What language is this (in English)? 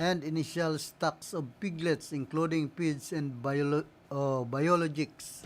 Bikol